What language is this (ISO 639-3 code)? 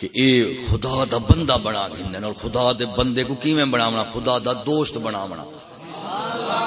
skr